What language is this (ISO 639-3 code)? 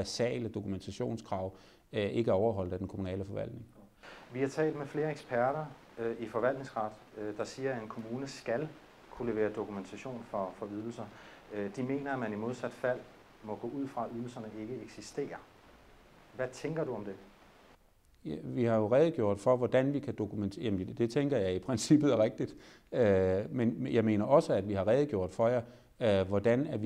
dan